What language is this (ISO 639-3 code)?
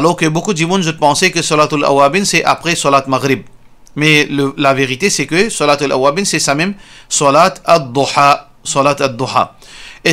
mfe